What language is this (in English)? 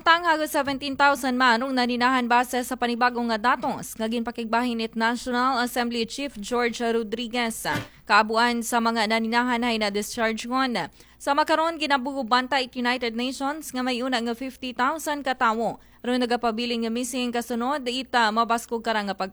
Aklanon